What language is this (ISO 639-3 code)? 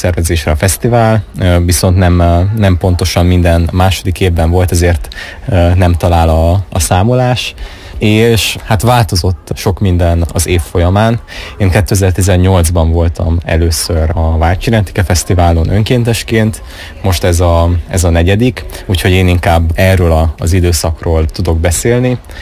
hun